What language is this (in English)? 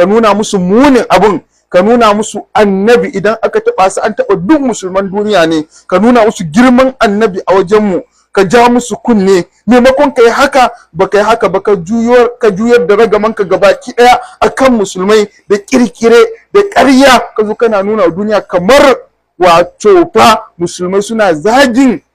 Hausa